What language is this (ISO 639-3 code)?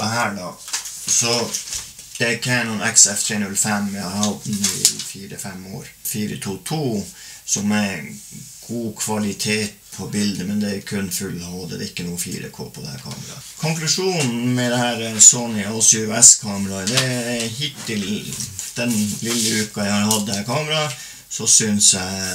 nor